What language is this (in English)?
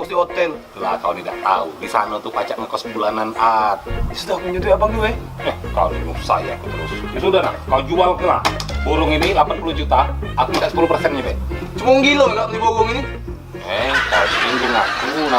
Musi